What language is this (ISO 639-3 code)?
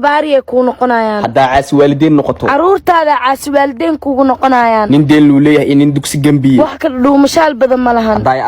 som